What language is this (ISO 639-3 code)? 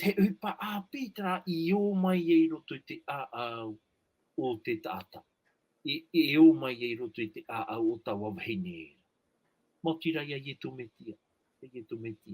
tah